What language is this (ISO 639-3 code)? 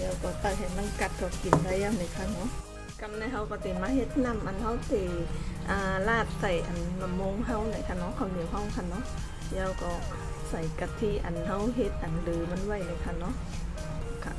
shn